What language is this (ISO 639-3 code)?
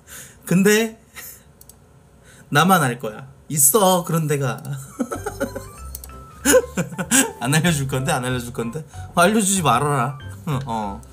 kor